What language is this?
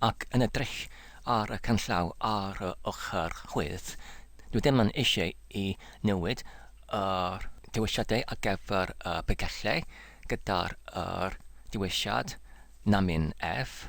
Welsh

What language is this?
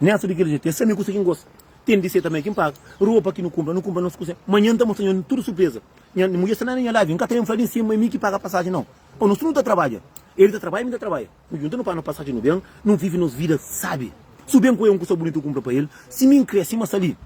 Kabuverdianu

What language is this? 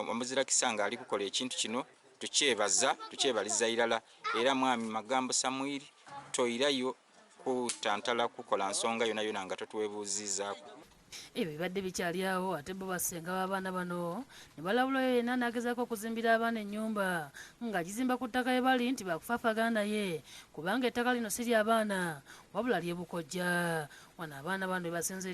Ganda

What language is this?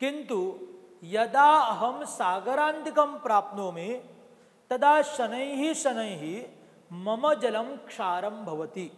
Sanskrit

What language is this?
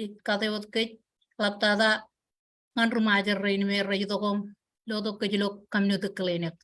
Marshallese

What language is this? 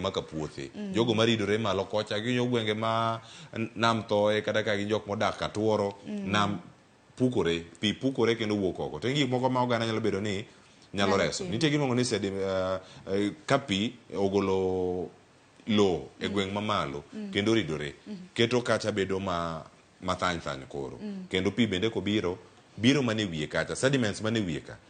Luo (Kenya and Tanzania)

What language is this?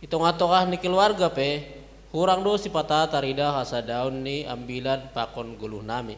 Batak Simalungun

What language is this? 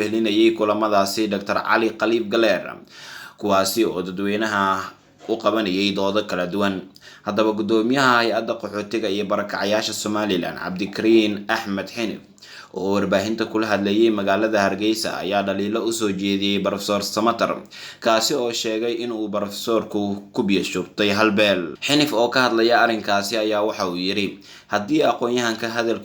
Somali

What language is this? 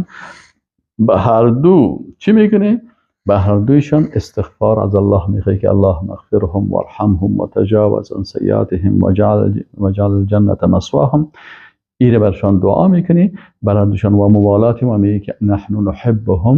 Persian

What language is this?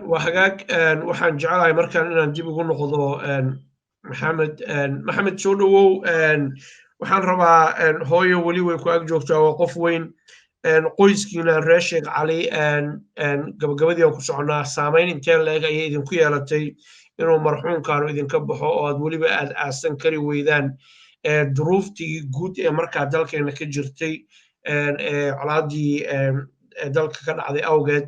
Somali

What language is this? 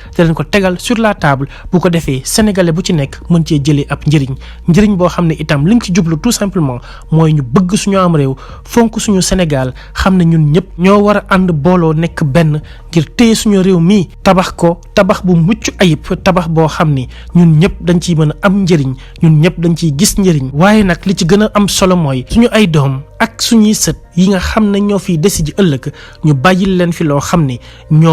Wolof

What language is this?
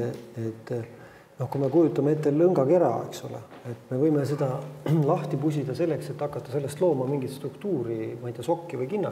Estonian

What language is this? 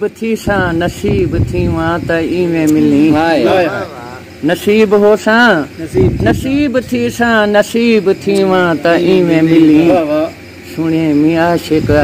Saraiki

